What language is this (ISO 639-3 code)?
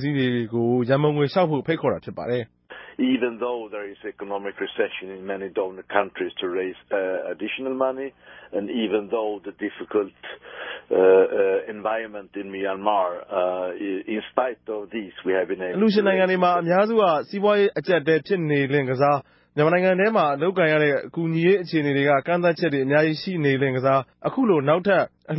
mya